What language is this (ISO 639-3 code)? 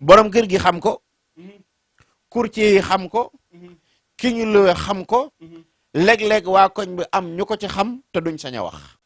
wol